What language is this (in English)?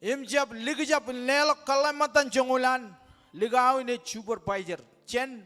Marshallese